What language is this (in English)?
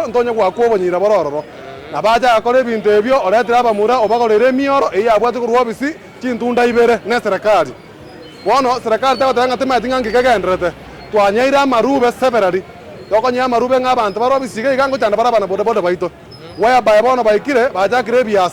Gusii